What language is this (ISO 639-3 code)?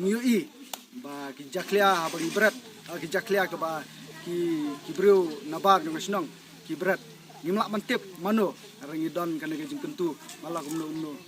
kha